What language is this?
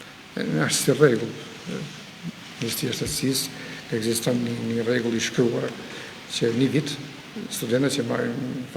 Albanian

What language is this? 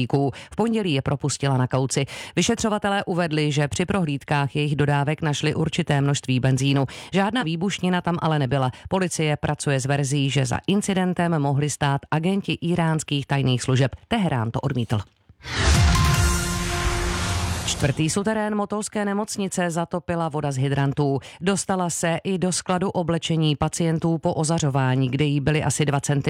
Czech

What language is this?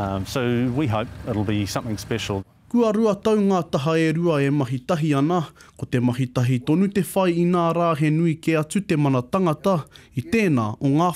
Māori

